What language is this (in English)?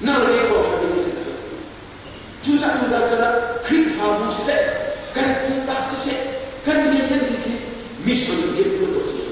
Hakha Chin